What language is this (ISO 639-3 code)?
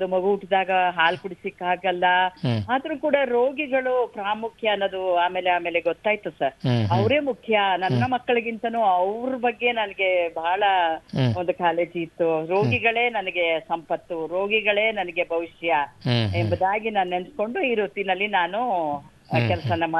kan